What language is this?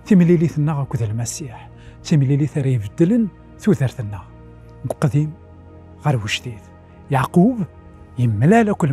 Kabyle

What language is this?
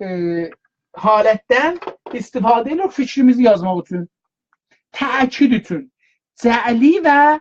South Azerbaijani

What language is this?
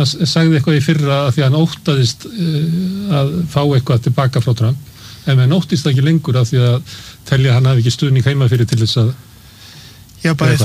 Icelandic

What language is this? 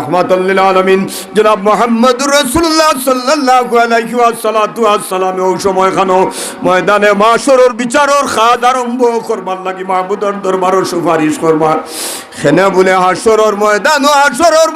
Sylheti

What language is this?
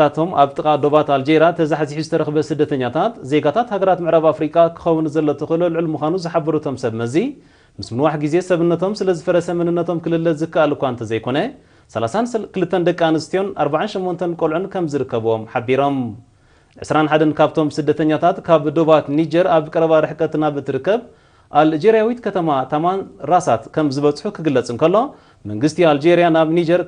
Tigrinya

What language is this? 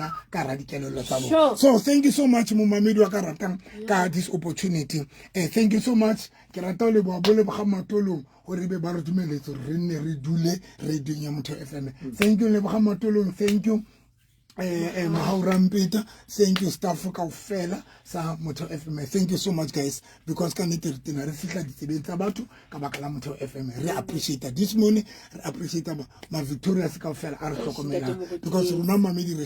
Southern Sotho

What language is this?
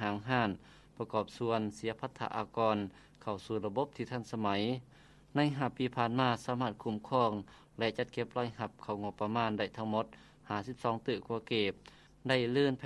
Lao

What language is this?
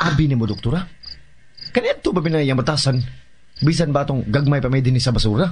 Cebuano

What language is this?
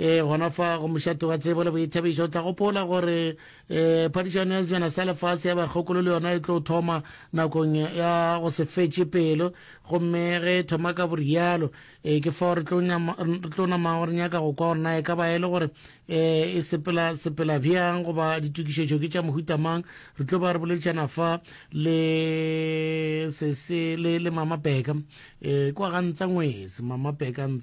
Northern Sotho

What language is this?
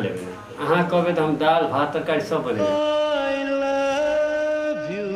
Maithili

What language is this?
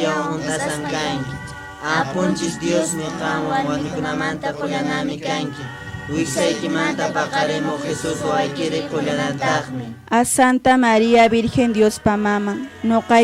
Quechua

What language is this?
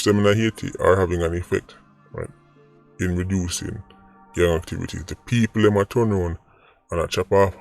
Jamaican Creole English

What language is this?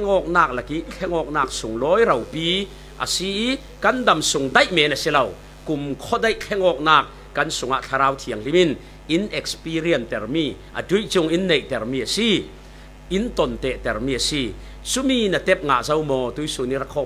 Falam Chin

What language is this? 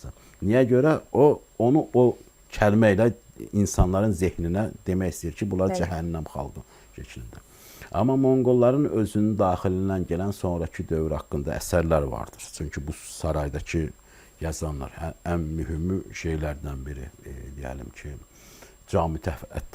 Azerbaijani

